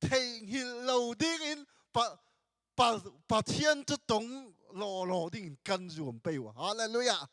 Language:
Hakha Chin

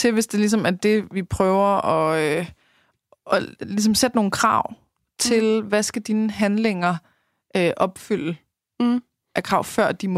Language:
Danish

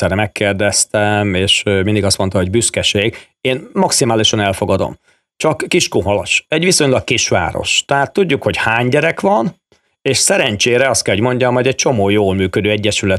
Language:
Hungarian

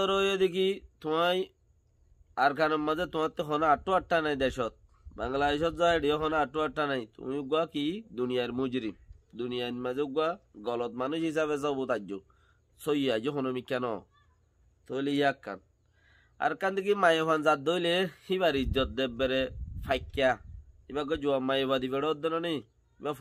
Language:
Rohingya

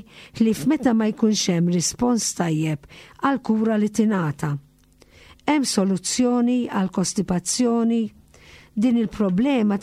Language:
Maltese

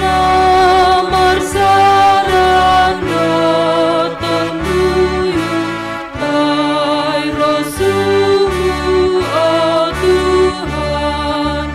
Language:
Batak Simalungun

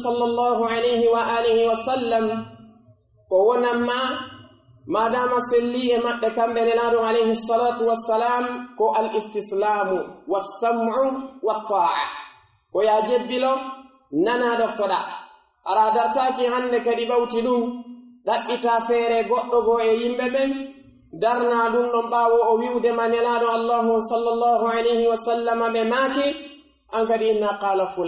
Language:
Pular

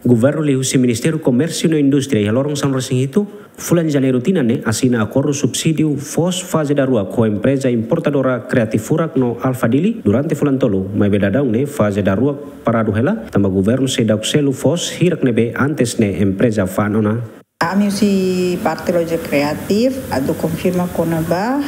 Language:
Tetum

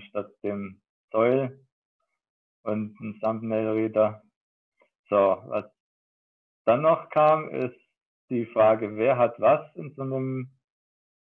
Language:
German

